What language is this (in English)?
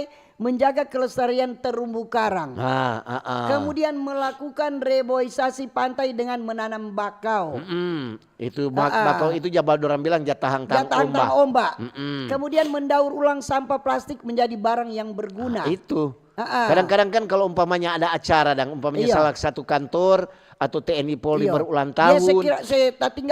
Manado Malay